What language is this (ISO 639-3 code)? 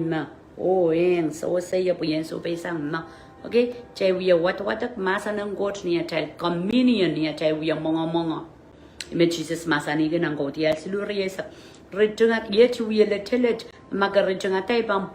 pon